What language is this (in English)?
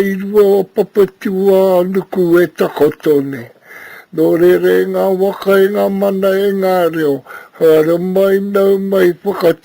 Māori